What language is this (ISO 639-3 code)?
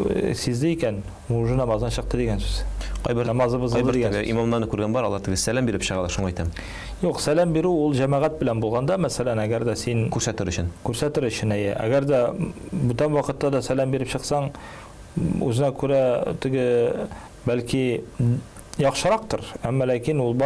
tat